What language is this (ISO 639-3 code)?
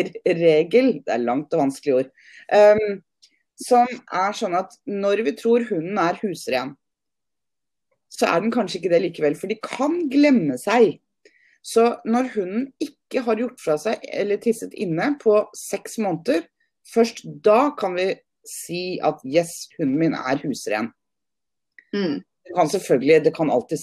nor